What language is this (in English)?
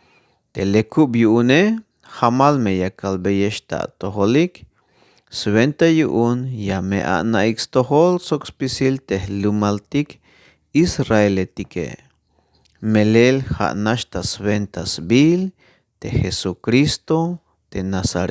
Tzeltal